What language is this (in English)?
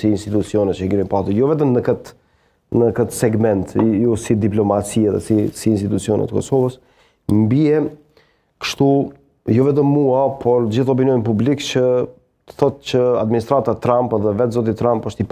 Albanian